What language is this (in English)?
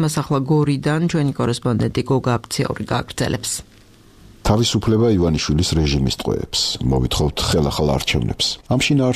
Georgian